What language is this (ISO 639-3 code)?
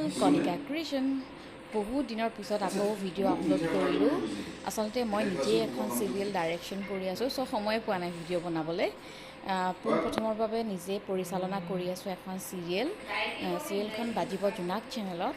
asm